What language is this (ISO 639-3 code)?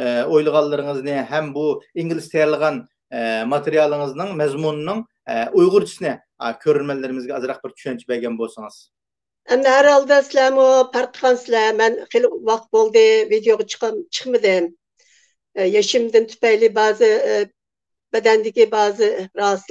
uig